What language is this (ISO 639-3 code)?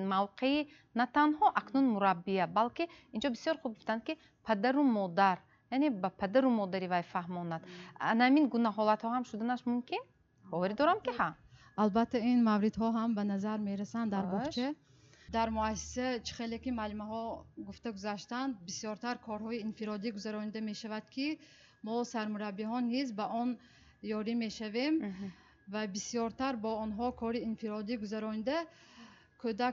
tgk